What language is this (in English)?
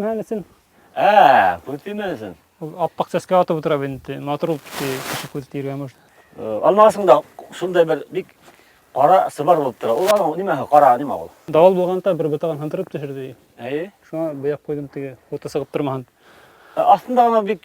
Bashkir